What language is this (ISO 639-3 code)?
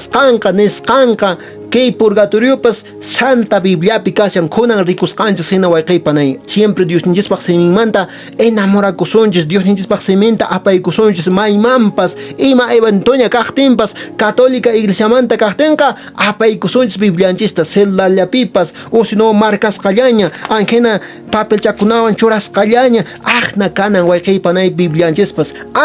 que